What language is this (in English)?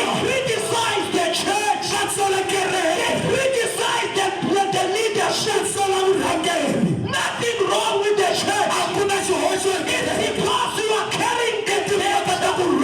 Tsonga